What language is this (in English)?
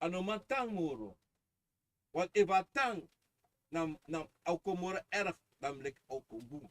Sranan Tongo